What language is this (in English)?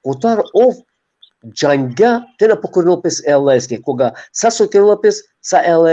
Balkan Romani